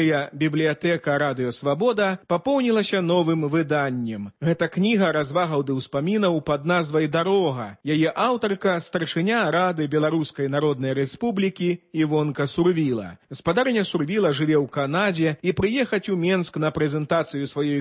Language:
Belarusian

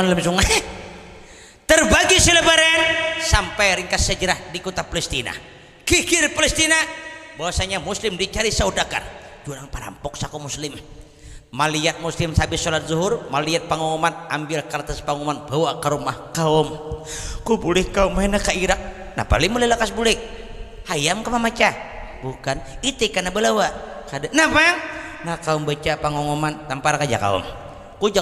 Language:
Banjar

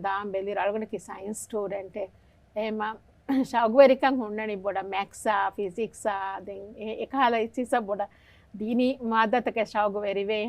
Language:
Divehi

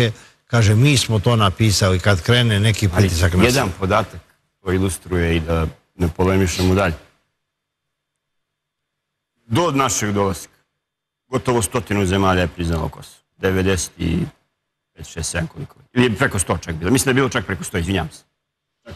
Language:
Serbian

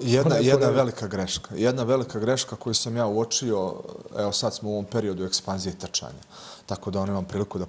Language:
Bosnian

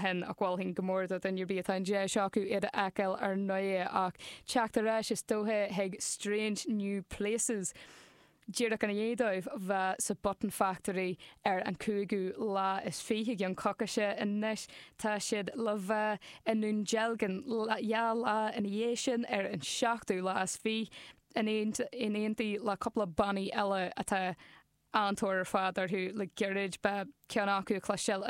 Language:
Irish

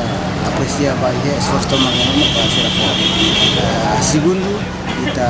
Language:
Tetum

